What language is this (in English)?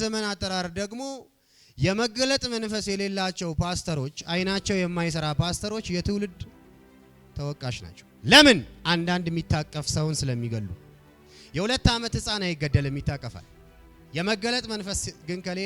Amharic